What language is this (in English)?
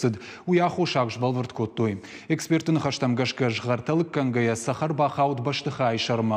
Ossetic